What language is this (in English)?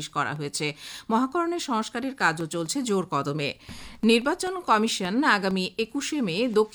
Bangla